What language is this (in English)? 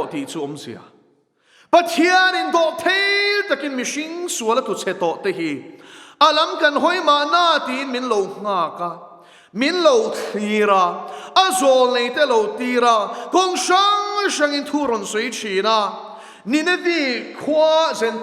Mizo